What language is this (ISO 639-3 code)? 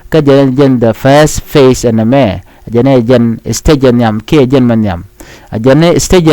nus